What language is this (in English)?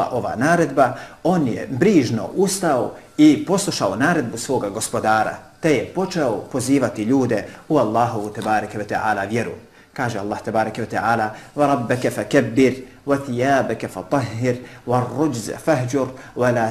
Bosnian